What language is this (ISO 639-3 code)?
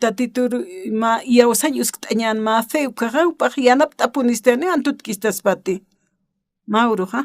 aym